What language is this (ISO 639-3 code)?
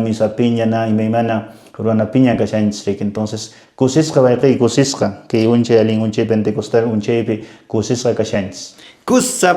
que